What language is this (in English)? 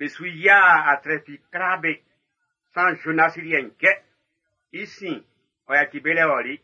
Baoulé